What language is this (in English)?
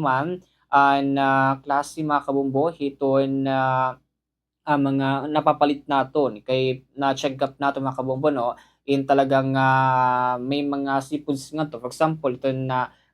Waray